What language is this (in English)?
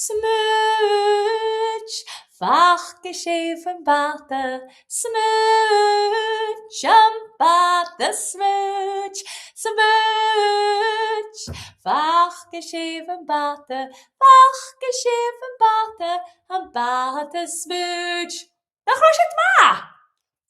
Scottish Gaelic